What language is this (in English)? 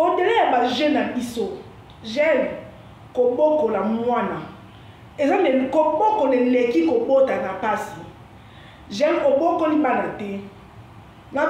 Lingala